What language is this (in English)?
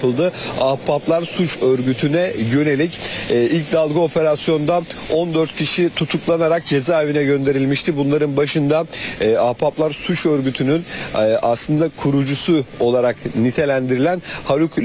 Turkish